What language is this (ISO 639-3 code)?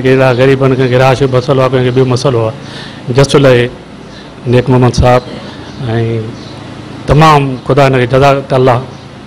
snd